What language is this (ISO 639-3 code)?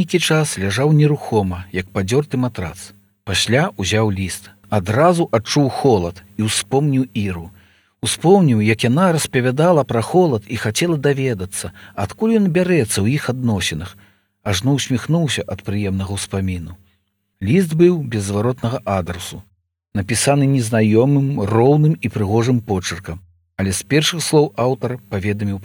bel